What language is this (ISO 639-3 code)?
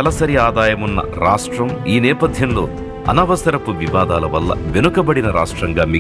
tel